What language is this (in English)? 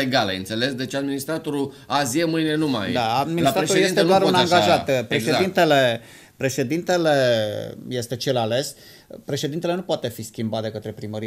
Romanian